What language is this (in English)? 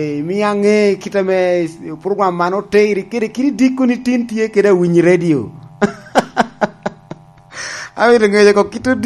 Lango (Uganda)